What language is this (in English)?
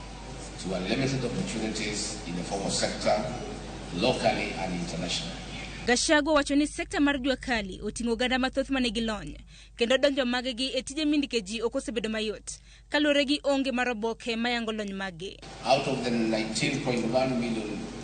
Luo (Kenya and Tanzania)